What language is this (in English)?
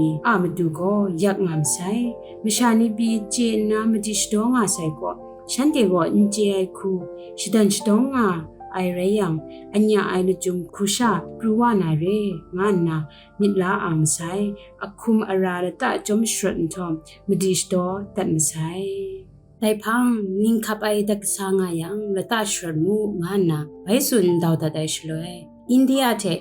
Kachin